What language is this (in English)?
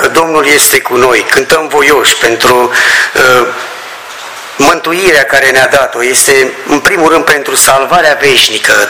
Romanian